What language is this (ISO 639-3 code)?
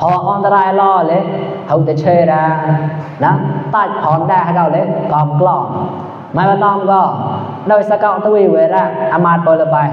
mnw